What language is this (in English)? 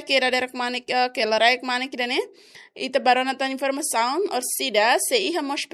Tetum